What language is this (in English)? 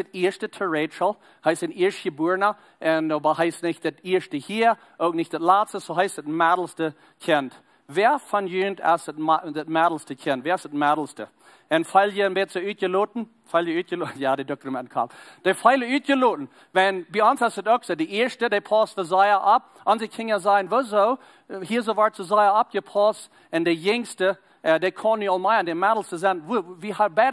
Plautdietsch